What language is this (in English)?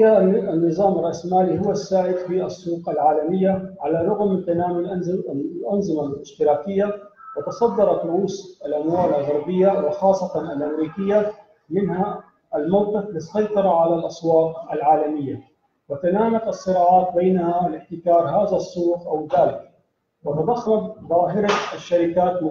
Arabic